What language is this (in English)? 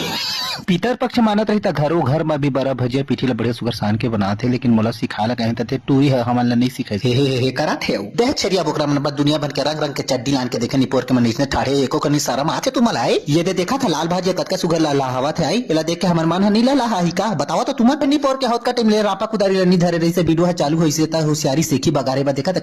Chhattisgarhi